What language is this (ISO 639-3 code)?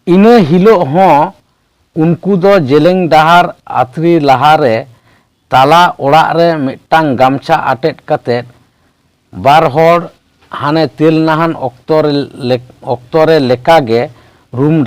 sat